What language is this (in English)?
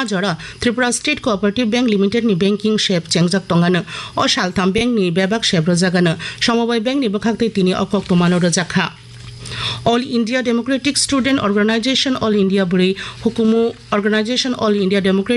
Kok Borok